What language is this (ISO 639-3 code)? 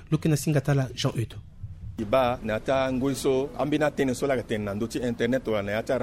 sag